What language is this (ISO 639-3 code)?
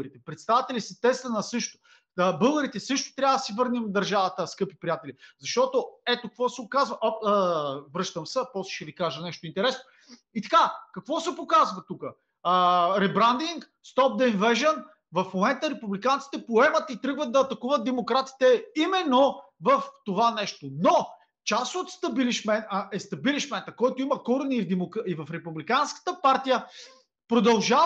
bul